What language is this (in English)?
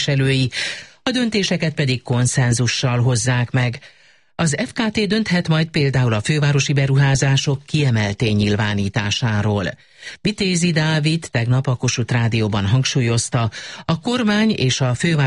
Hungarian